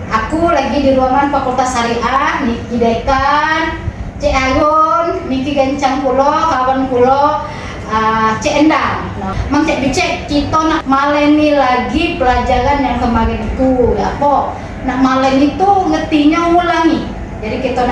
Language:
Musi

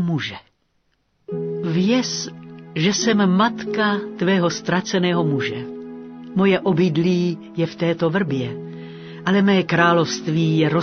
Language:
Czech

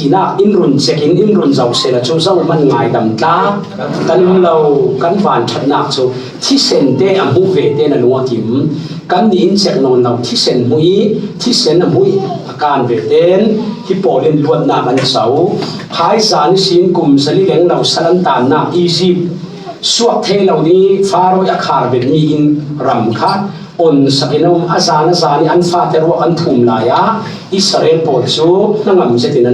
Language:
Falam Chin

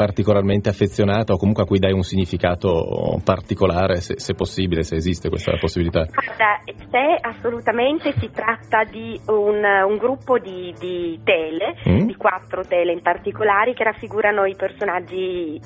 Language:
Italian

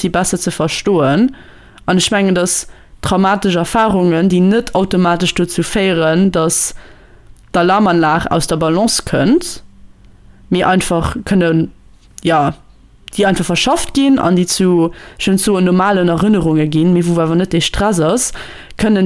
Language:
Luxembourgish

